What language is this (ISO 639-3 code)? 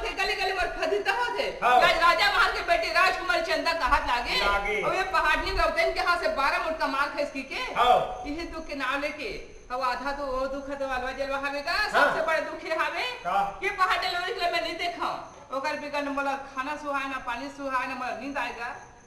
hne